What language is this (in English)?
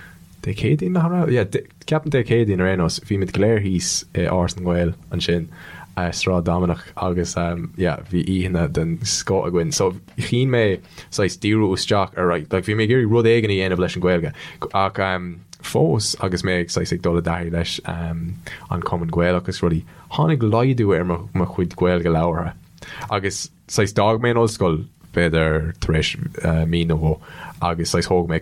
Irish